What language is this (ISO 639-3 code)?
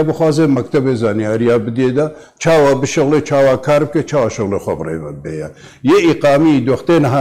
kur